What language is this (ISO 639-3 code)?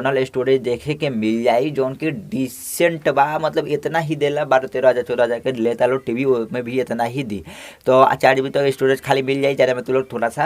bho